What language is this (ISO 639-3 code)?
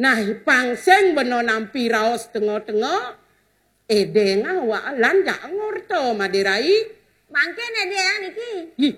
ban